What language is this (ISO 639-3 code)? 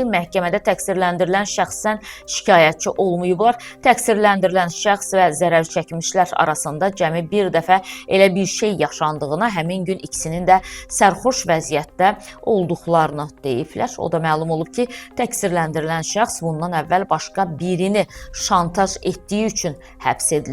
aze